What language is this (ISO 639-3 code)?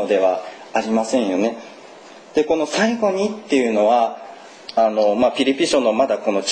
jpn